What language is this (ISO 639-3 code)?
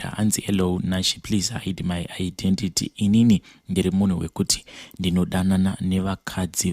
sna